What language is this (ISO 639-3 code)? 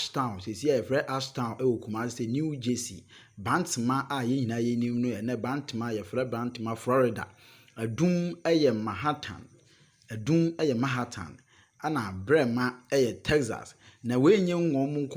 aka